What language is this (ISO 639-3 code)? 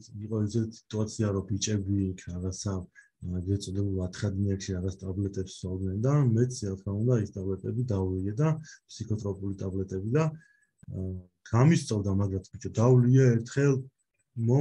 kat